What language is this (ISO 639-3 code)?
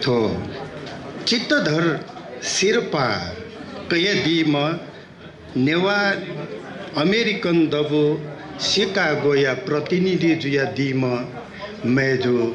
new